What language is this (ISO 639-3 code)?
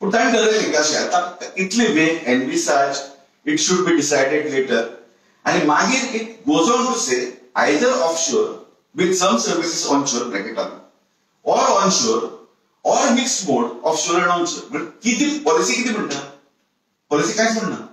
kok